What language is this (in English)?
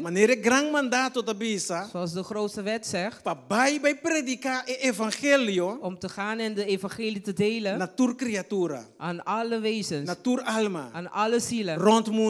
Papiamento